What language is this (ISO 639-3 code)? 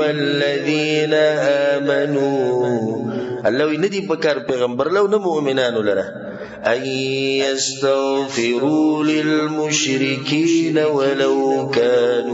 pus